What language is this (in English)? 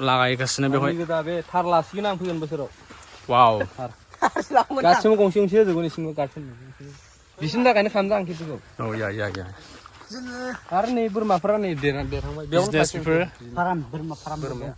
Bodo